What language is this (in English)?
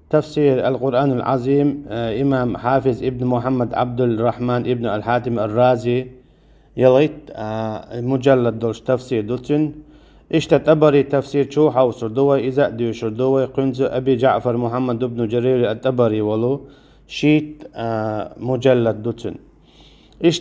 Chechen